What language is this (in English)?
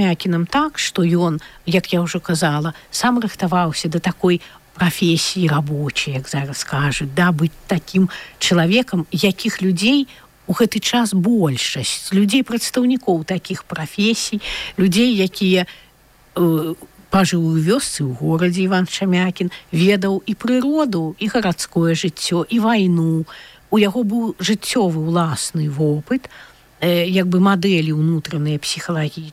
Belarusian